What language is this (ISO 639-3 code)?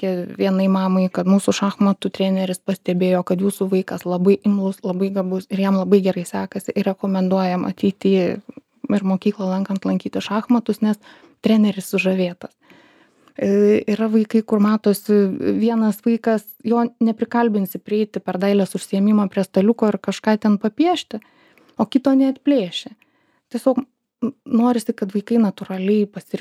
lit